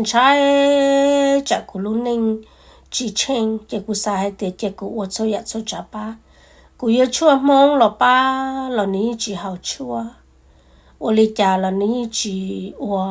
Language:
Hmong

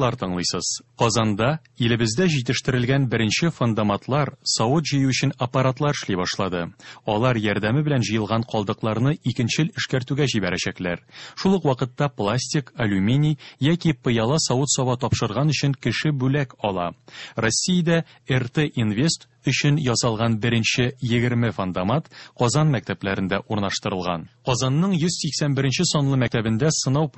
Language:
Tatar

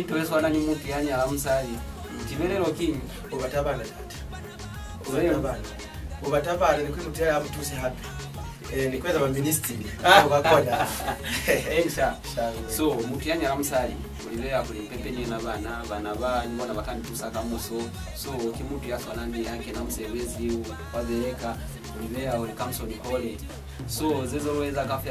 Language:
Lozi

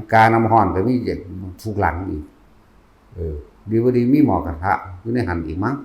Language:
Northeastern Thai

